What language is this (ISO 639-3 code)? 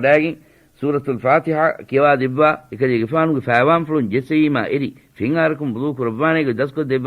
div